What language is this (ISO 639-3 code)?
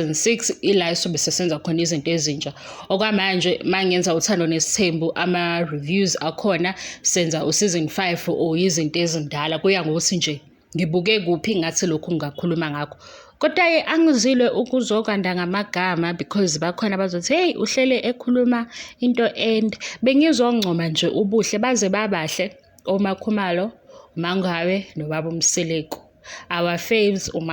zul